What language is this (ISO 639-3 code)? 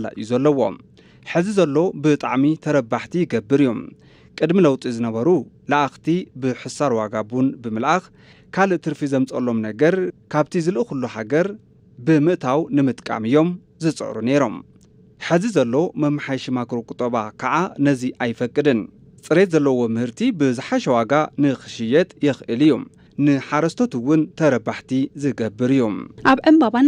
tir